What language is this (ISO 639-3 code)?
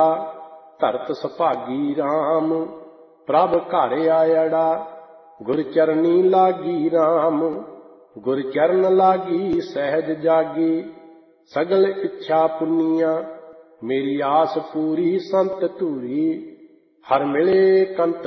pan